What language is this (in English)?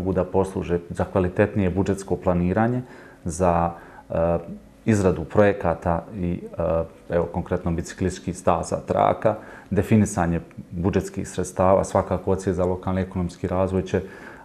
Bosnian